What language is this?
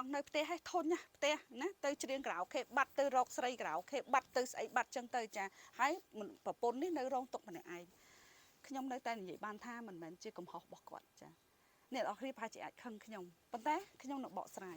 Khmer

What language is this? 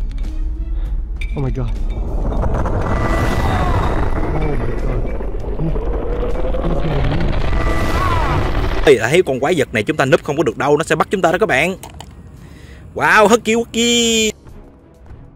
Vietnamese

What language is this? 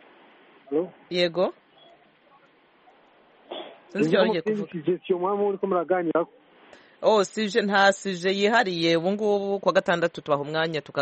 Kinyarwanda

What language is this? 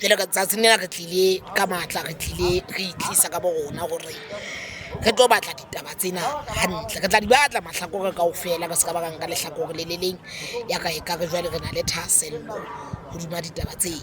Southern Sotho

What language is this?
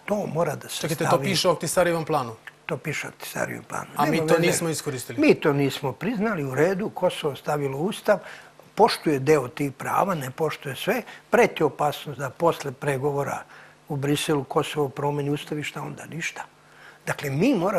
Serbian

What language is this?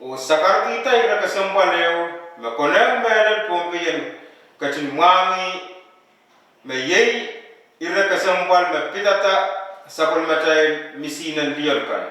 Pohnpeian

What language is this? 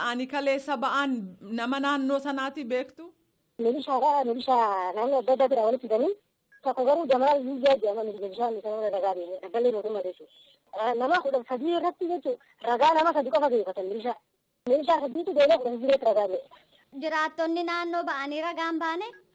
Oromo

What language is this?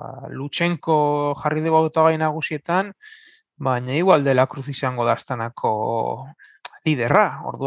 Basque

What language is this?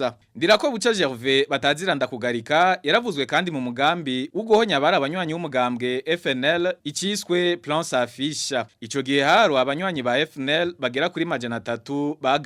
Rundi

